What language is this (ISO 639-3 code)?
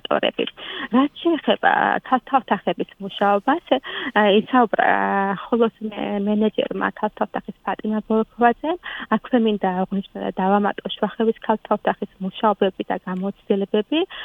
kat